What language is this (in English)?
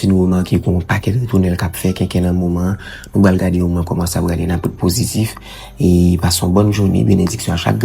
Haitian Creole